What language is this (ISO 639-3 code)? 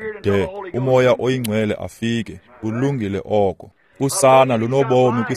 xho